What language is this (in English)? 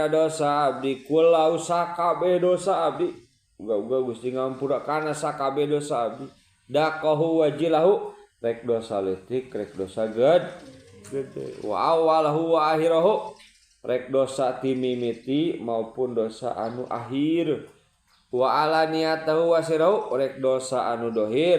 Sundanese